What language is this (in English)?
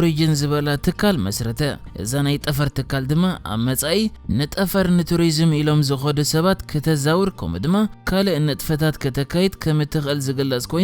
Tigrinya